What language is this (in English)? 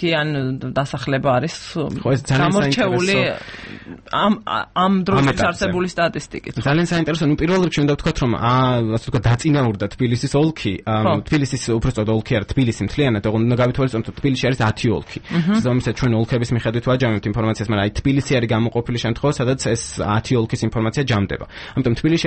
Georgian